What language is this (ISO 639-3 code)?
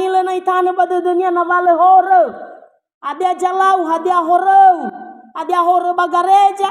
nia